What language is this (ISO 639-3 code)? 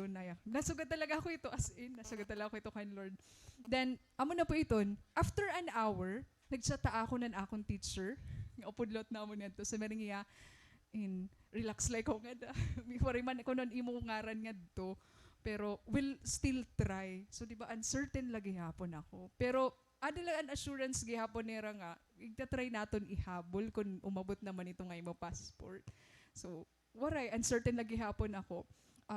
war